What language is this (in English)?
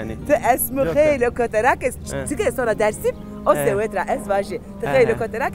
Zaza